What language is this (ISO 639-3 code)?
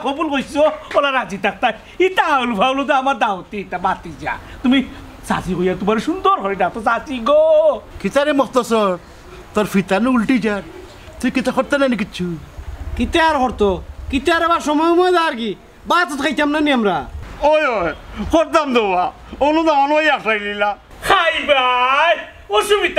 syl